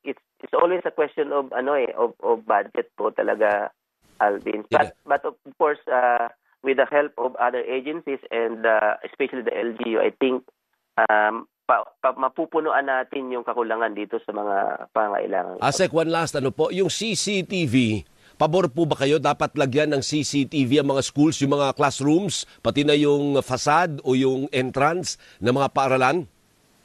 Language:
Filipino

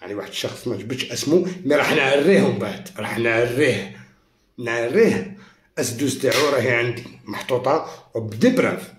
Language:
Algerian Arabic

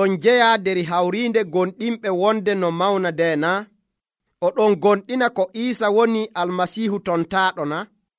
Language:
Nigerian Fulfulde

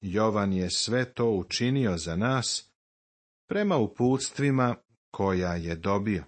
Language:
Serbian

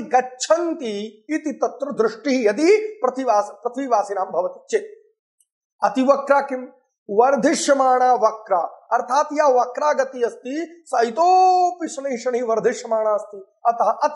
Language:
Sanskrit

